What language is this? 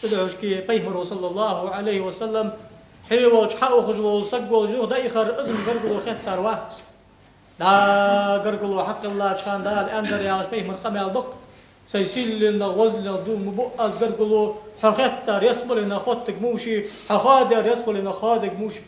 Ingush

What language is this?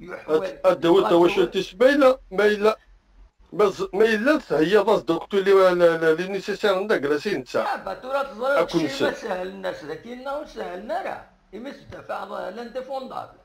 Kabyle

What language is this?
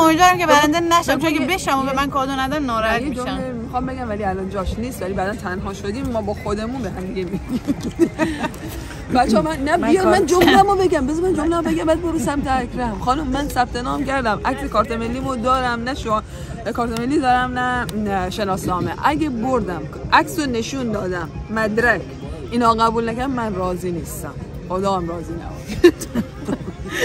Persian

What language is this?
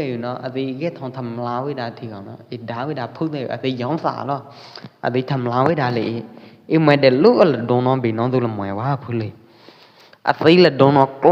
Pwo Eastern Karen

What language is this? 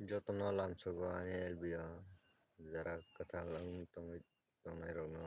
Kok Borok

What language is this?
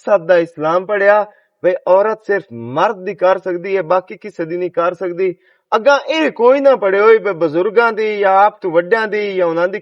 Western Panjabi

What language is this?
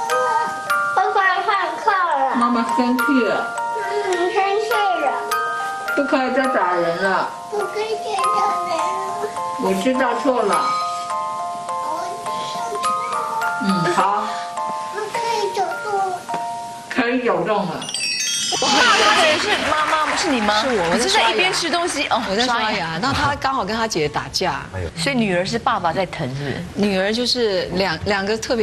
Chinese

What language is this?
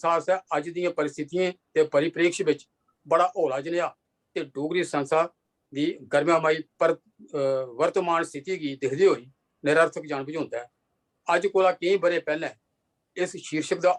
Dogri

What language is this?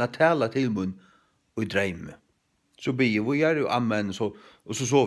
Faroese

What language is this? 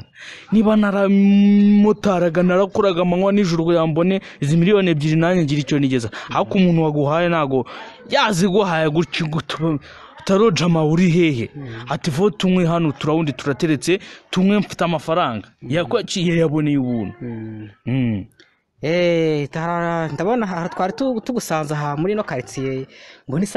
Kinyarwanda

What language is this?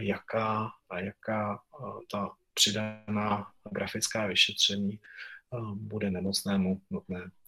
Czech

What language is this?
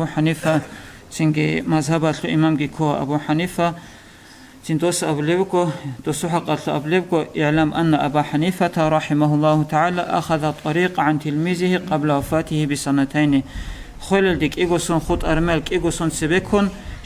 Avaric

